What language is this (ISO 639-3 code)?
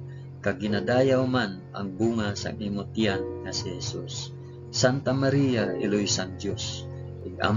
hil